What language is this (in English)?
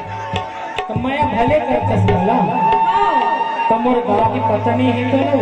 Chhattisgarhi